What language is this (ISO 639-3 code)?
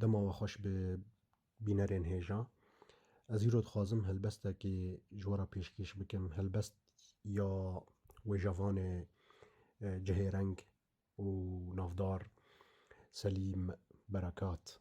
kur